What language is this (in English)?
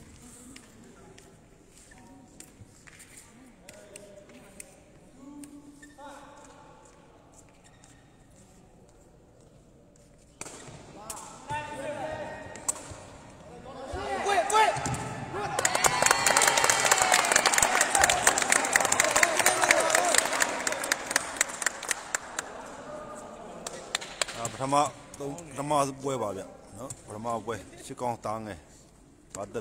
Burmese